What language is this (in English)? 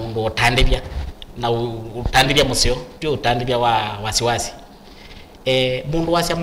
Kamba